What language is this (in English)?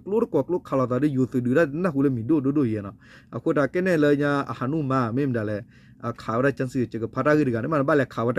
S'gaw Karen